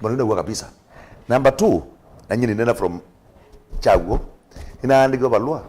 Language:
Kamba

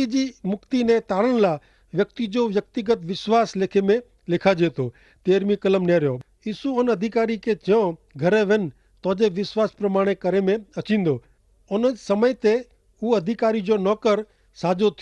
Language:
Kachhi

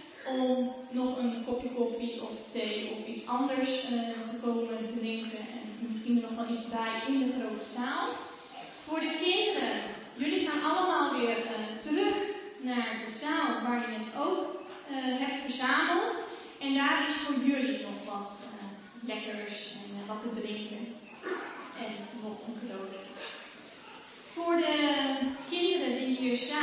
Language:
Dutch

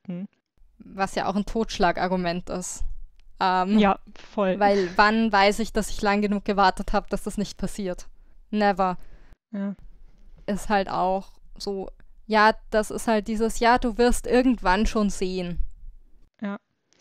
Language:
German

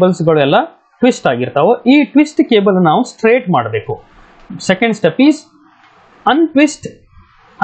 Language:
Kannada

